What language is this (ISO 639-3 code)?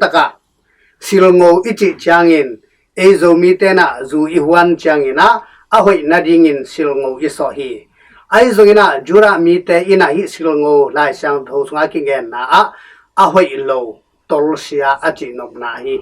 ctd